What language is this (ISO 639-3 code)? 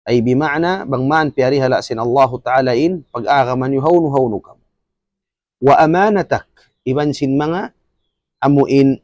tsg